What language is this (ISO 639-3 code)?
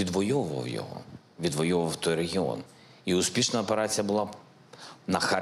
ukr